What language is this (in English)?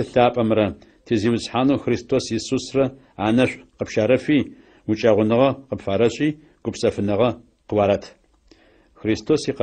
Adyghe